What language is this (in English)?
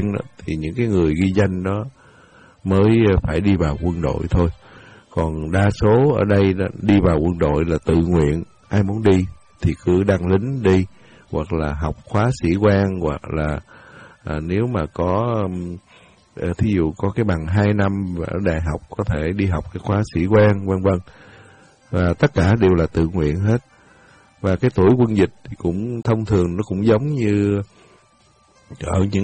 Vietnamese